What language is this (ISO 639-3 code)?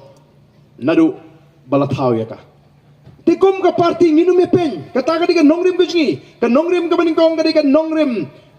kha